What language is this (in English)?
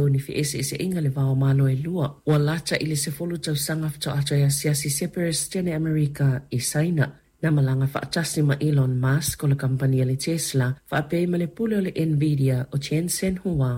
Samoan